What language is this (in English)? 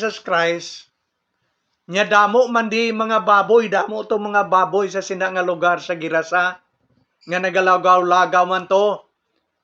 Hiligaynon